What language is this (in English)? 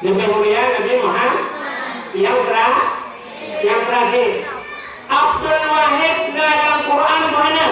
Achinese